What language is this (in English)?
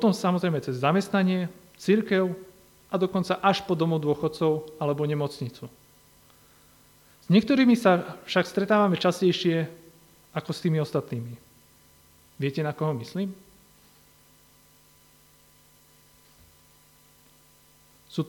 Slovak